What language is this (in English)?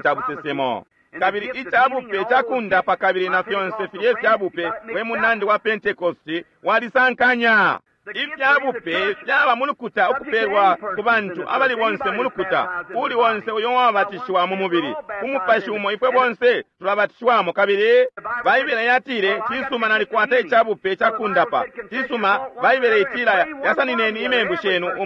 Bemba